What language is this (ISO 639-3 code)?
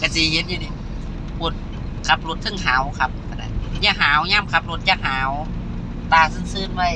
lao